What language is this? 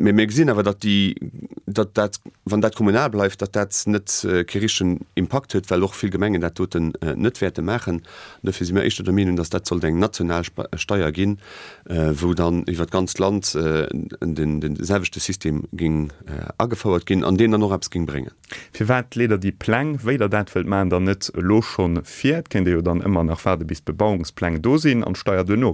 Luxembourgish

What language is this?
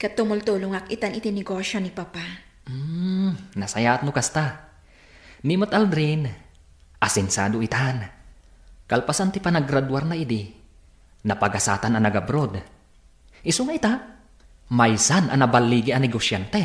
Iloko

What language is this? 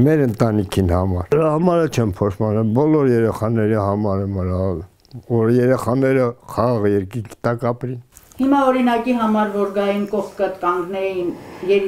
Armenian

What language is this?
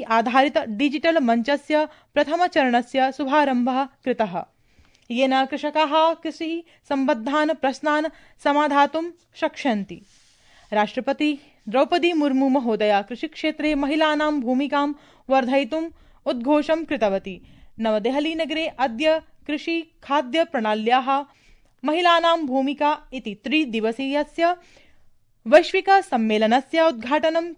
Sanskrit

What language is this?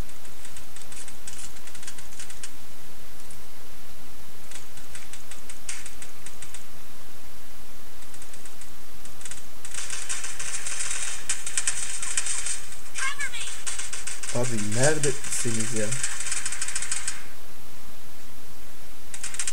Turkish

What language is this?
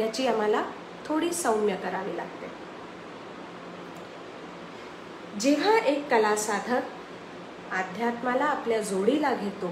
Marathi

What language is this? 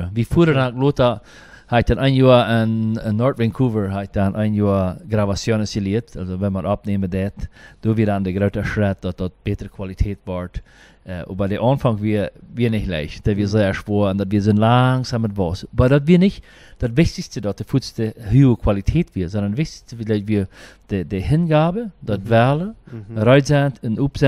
Plautdietsch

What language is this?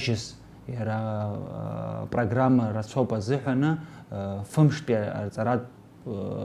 Abkhazian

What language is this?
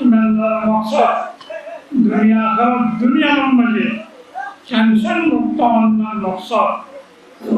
Rohingya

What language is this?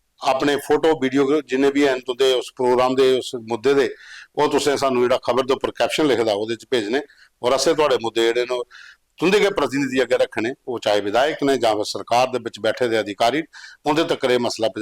Dogri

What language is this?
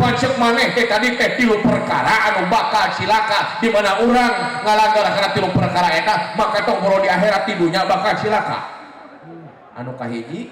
Sundanese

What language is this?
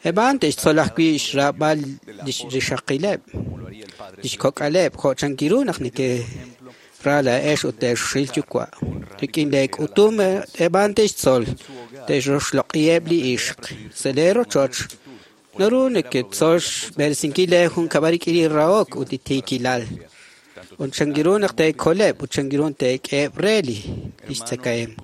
Kekchí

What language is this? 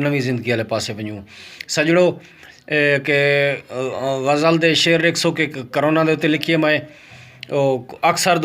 Saraiki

